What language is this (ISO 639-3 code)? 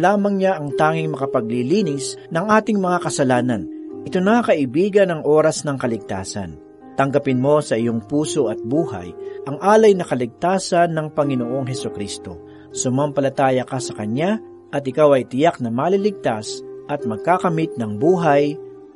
fil